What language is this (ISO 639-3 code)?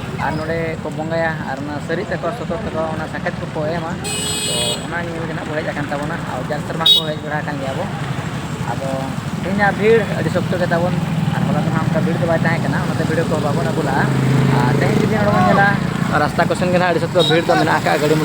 sat